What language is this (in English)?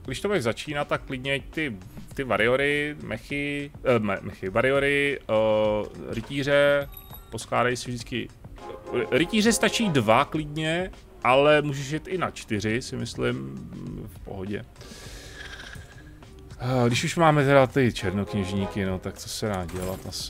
Czech